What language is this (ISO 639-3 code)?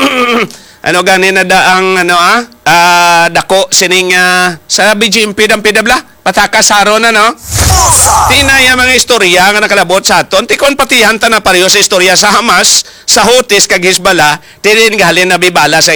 hil